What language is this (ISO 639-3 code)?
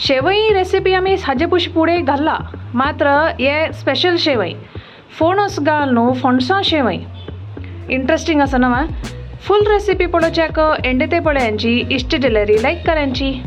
kok